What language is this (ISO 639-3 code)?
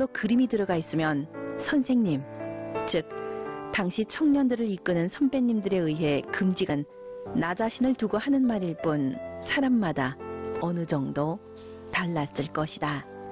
kor